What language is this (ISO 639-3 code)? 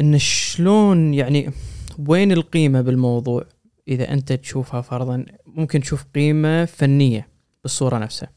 afb